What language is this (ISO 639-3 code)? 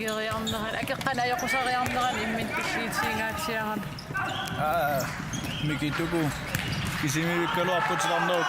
kal